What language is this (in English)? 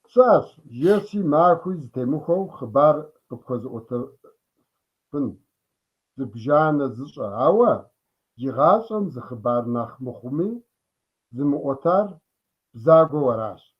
Kabardian